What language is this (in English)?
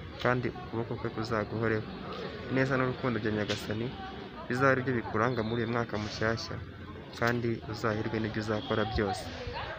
Kinyarwanda